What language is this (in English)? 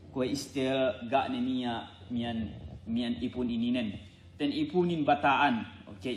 Yakan